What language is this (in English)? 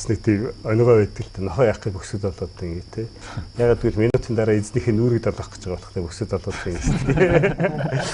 Mongolian